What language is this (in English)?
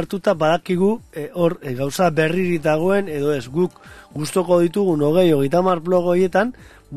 Basque